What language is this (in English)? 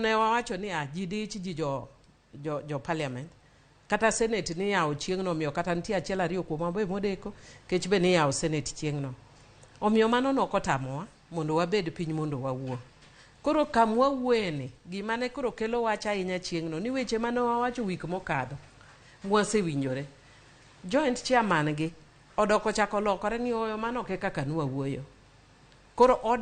Luo (Kenya and Tanzania)